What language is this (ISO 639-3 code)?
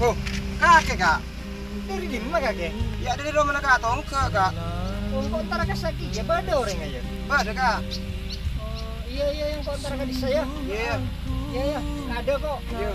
mad